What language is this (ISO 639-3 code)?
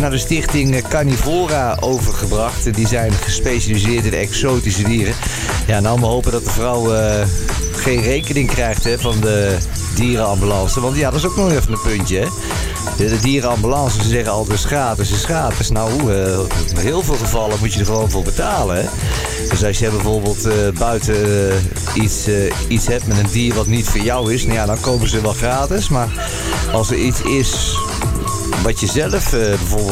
nld